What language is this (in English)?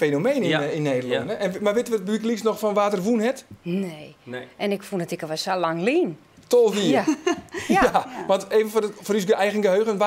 Western Frisian